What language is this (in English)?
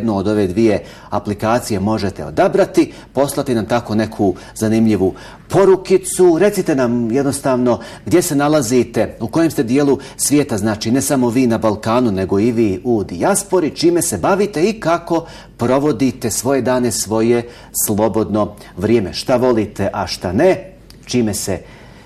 Bosnian